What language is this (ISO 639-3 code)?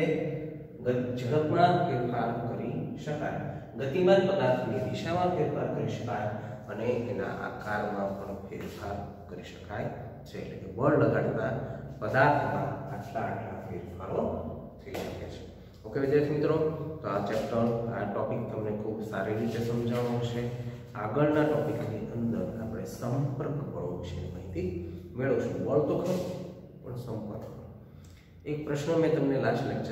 guj